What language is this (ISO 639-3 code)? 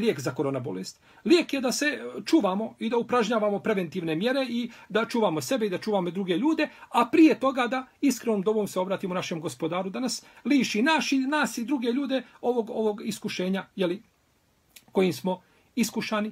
bos